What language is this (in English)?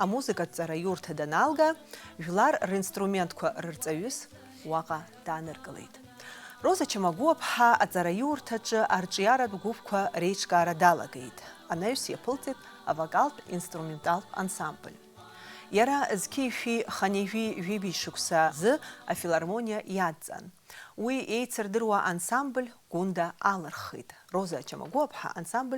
Abkhazian